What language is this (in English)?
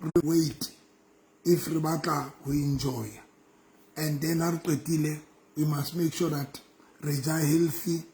Southern Sotho